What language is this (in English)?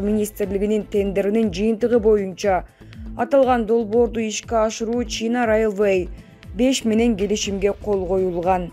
Kyrgyz